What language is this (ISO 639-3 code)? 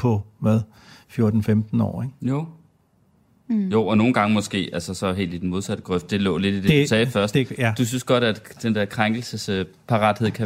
dan